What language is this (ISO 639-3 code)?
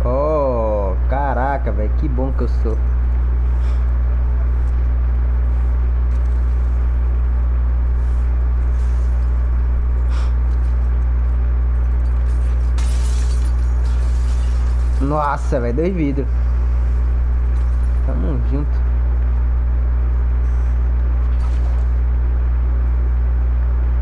por